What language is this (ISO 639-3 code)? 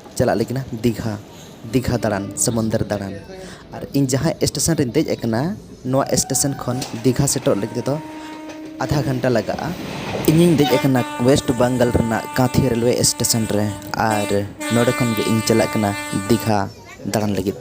sat